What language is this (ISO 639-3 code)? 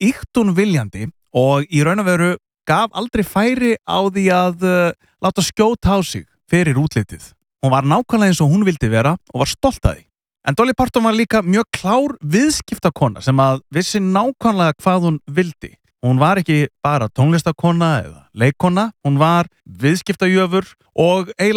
isl